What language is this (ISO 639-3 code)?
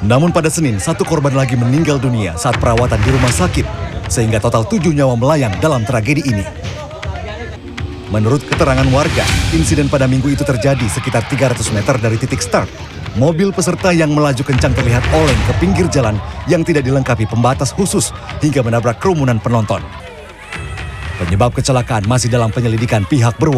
ind